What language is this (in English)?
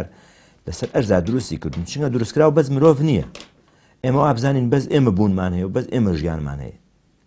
Central Kurdish